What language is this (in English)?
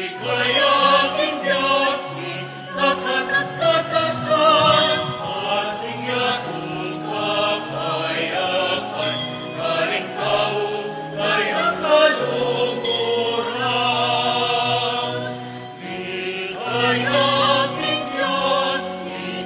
Pampanga